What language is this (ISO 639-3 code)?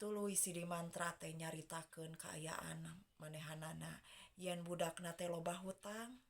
sun